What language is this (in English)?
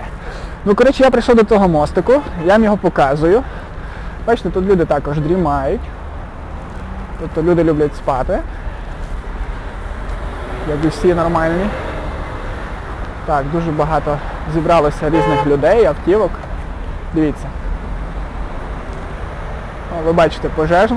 Ukrainian